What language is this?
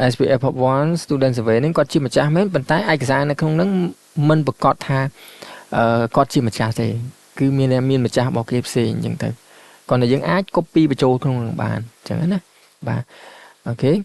Khmer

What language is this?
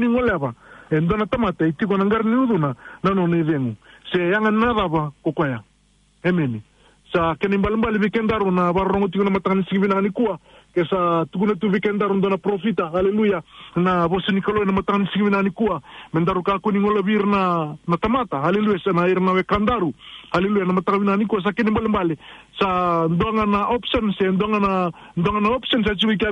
Fijian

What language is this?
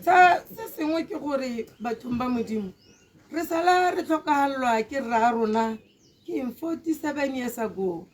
Tswana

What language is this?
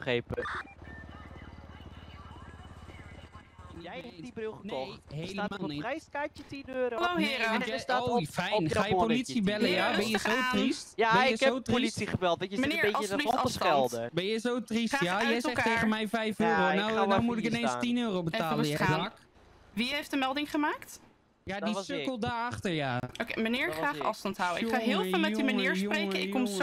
Dutch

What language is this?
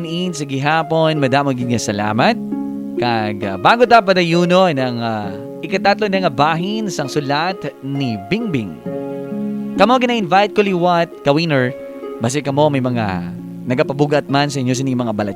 Hiligaynon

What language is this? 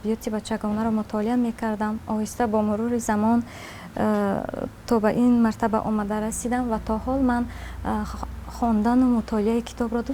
Tajik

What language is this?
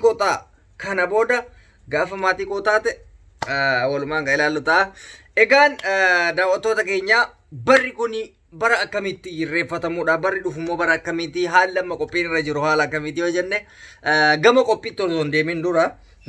Oromo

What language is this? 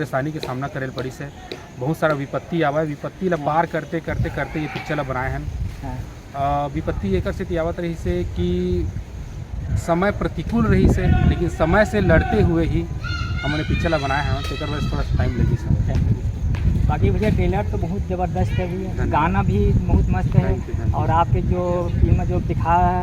Chhattisgarhi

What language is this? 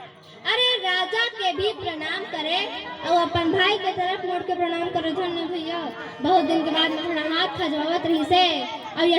Chhattisgarhi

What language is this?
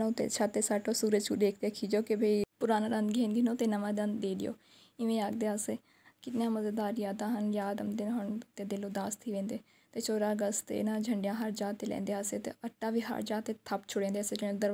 Saraiki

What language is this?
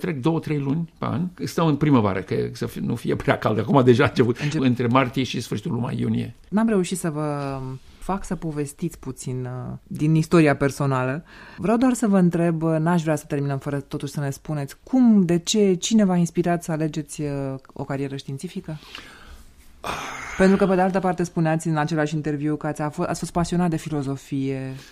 Romanian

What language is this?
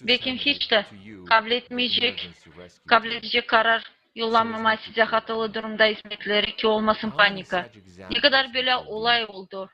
Gagauz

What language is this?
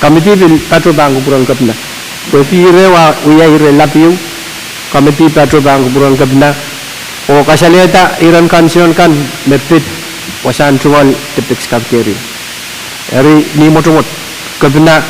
Pohnpeian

